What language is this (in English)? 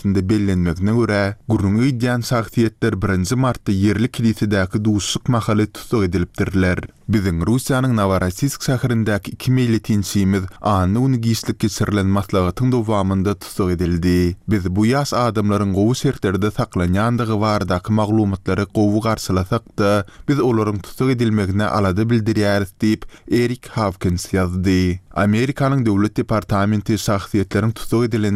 Turkmen